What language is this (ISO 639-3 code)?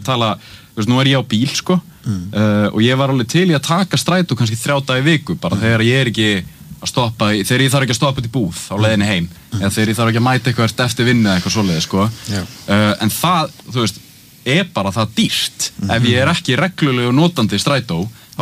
isl